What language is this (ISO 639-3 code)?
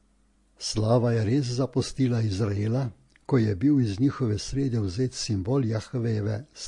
slv